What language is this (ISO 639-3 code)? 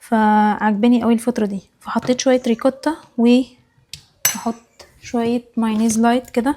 arz